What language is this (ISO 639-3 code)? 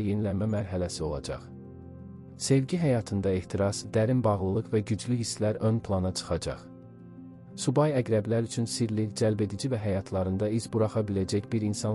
aze